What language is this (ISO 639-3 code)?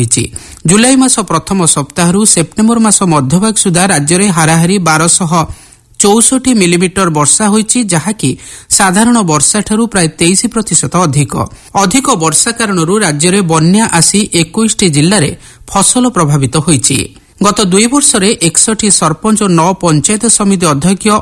ori